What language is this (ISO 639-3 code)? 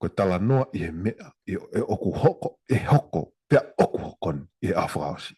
ton